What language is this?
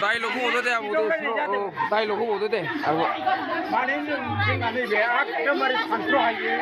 Bodo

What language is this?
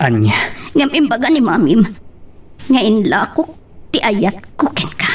Iloko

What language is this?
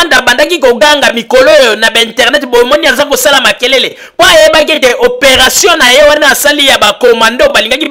Lingala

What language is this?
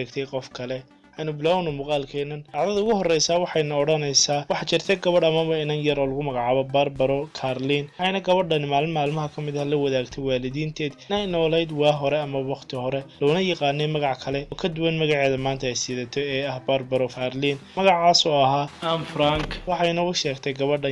Somali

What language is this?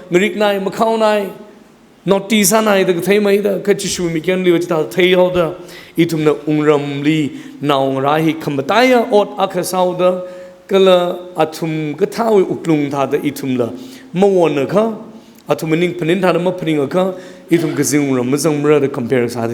Tangkhul Naga (India)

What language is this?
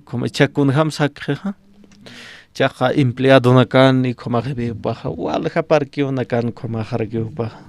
Aymara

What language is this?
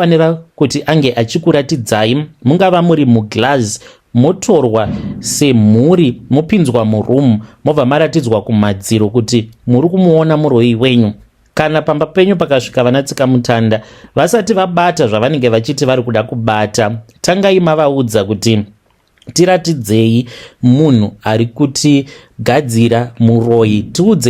Shona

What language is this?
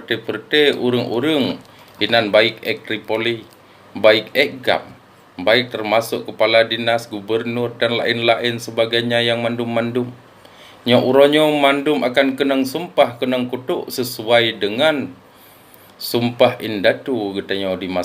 Achinese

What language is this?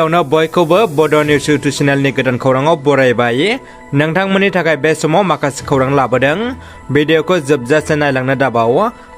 Bodo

